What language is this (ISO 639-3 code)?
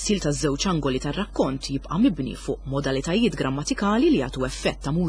mlt